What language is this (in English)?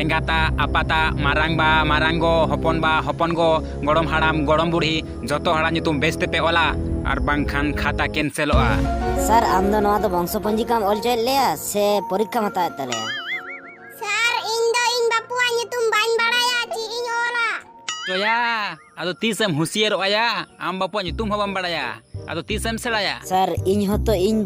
Santali